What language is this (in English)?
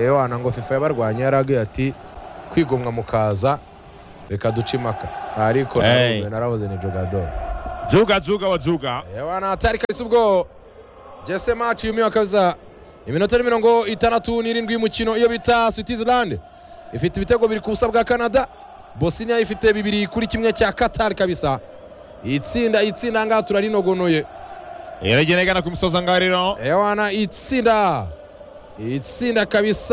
Kinyarwanda